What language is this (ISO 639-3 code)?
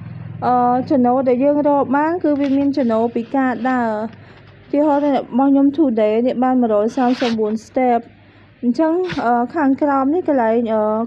khm